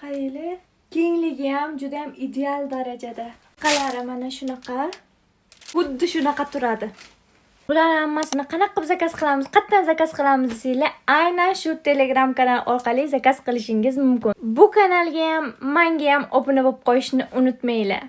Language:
Uzbek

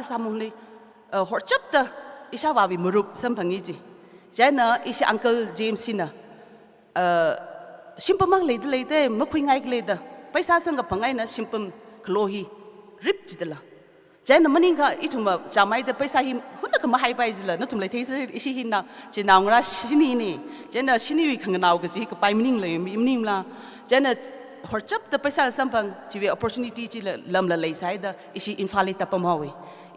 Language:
Tangkhul Naga (India)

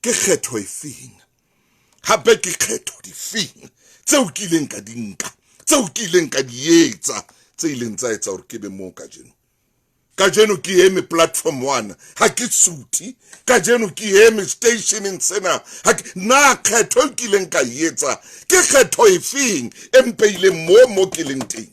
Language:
Southern Sotho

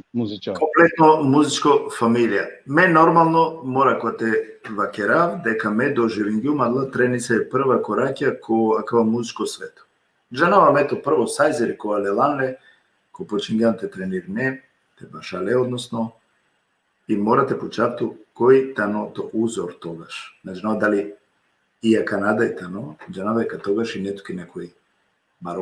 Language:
Balkan Romani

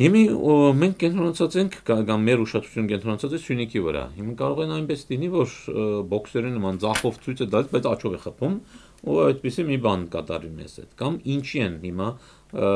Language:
Armenian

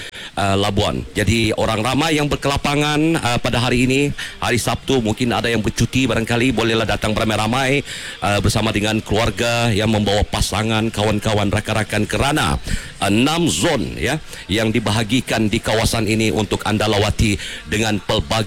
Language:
Malay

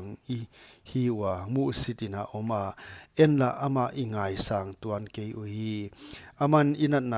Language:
Paite Chin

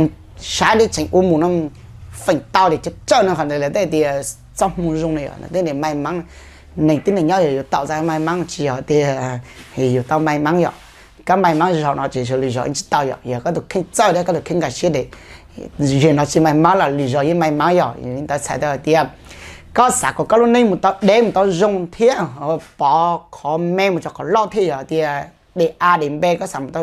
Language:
Hmong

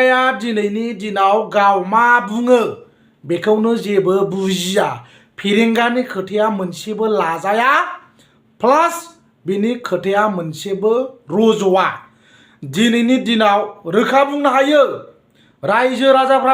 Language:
Bodo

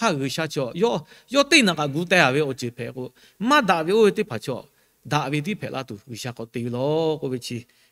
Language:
Lahu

